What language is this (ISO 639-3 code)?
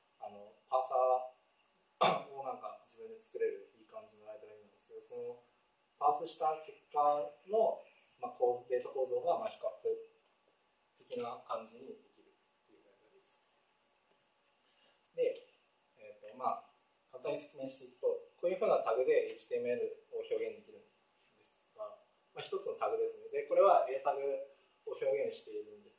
jpn